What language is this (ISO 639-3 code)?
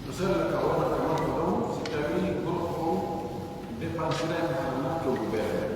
fuf